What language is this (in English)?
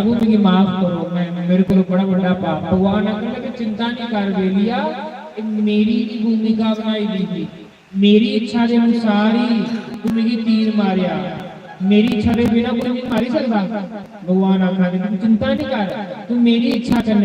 Dogri